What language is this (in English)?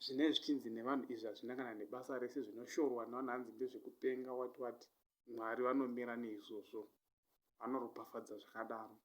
Shona